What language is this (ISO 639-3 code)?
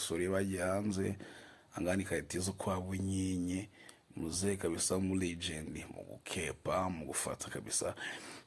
kin